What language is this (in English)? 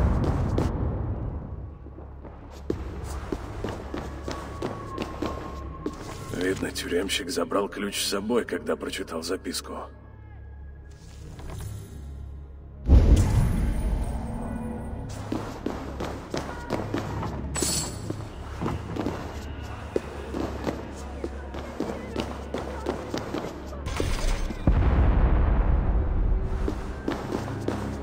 Russian